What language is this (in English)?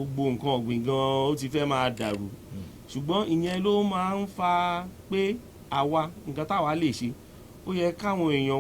Yoruba